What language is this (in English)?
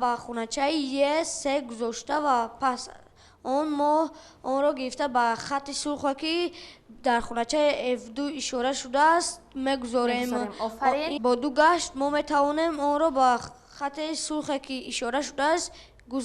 Tajik